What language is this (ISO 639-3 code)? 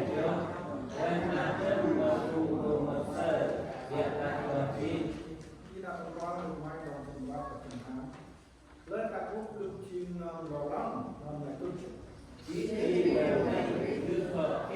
cmo